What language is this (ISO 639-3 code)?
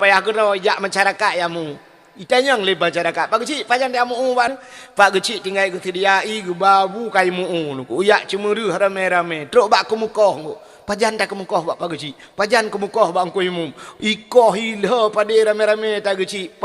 ace